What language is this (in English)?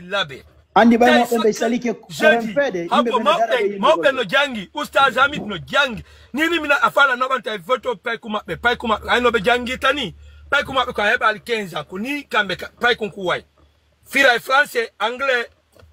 Fula